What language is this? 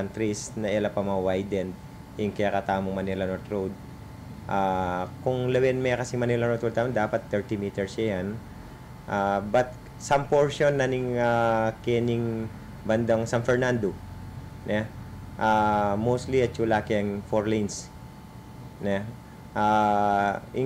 Pampanga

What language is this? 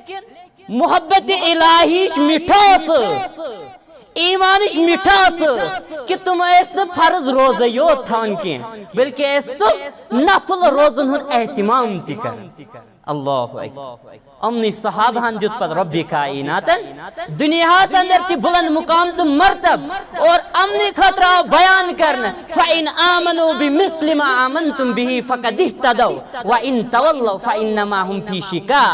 Kashmiri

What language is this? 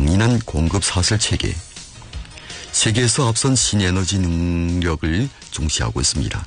Korean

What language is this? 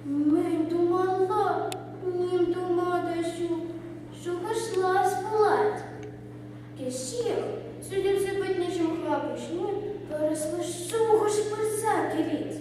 Chuvash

